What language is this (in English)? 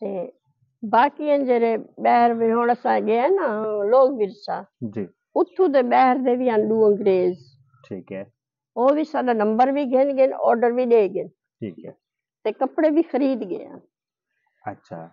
Saraiki